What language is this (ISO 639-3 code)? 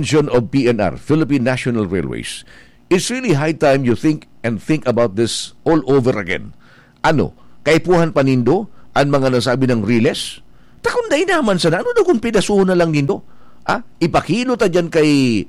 bik